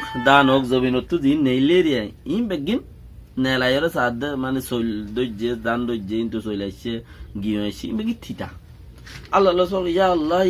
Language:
Rohingya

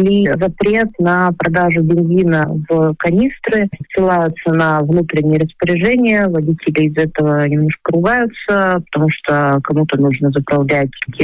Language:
Russian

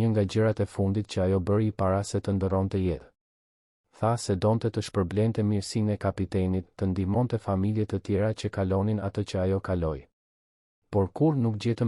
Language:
Albanian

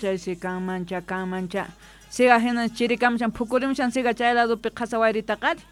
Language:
South Bolivian Quechua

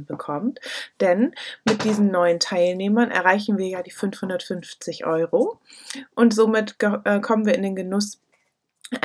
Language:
German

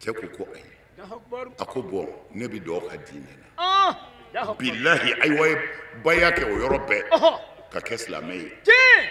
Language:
Bambara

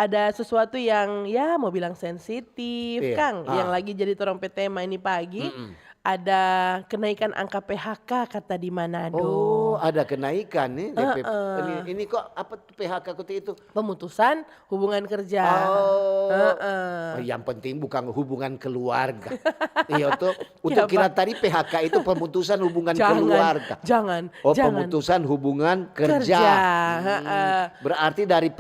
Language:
Manado Malay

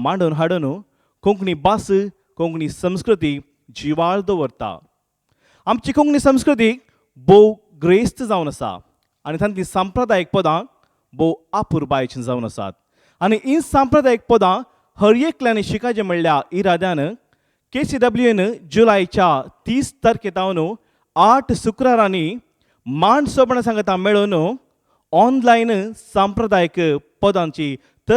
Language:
Konkani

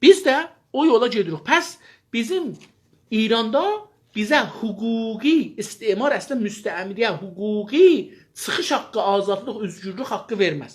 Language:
South Azerbaijani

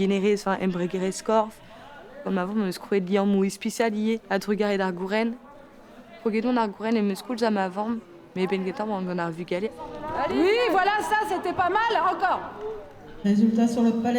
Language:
Breton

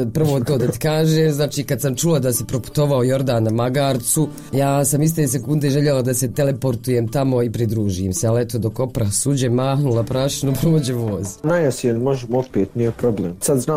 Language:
Bosnian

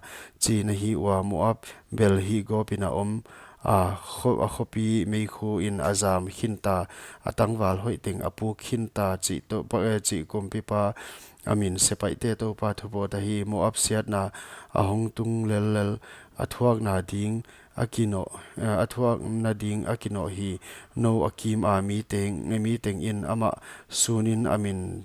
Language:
Paite Chin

